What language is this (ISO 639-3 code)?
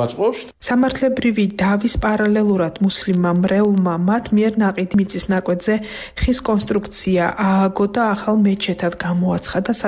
kat